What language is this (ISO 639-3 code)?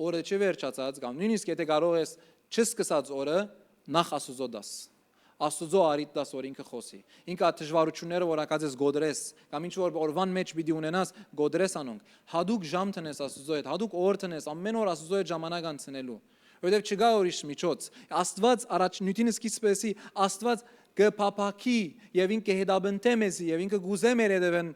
hyw